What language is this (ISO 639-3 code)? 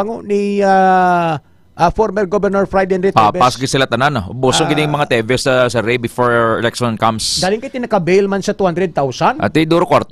hil